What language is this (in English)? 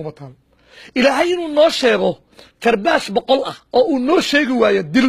Somali